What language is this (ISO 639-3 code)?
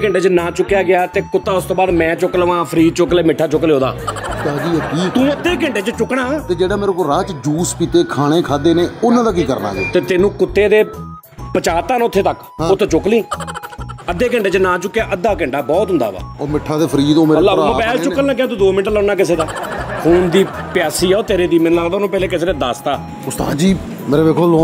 pan